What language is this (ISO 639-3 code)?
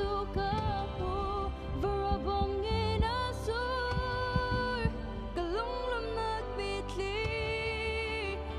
cnh